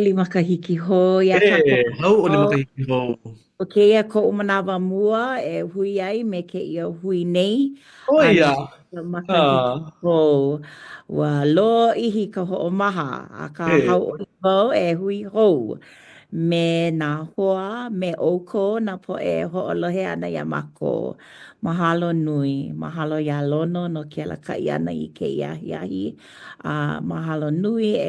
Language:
Hawaiian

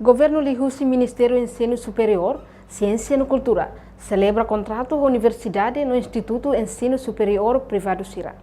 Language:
Tetum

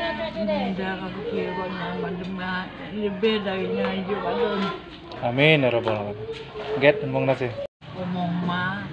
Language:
Achinese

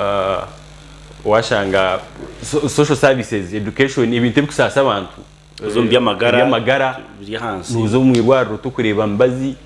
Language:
Nyankole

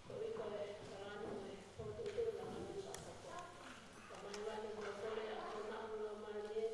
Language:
Tongan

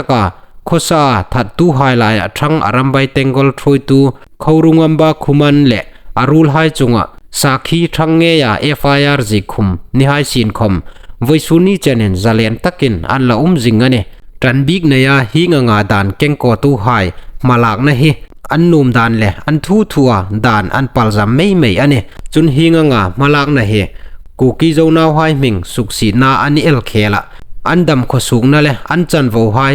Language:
Hmar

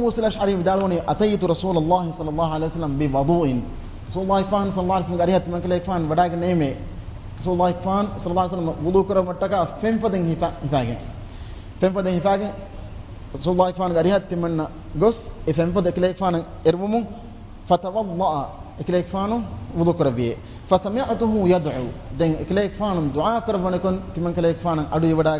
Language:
Divehi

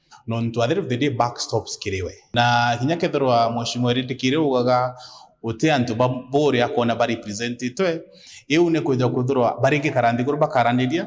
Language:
Meru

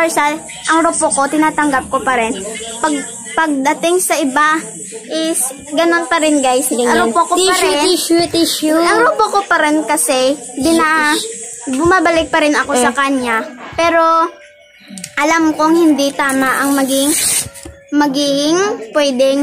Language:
Filipino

